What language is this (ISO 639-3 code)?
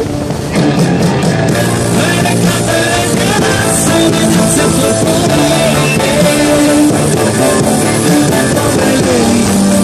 bul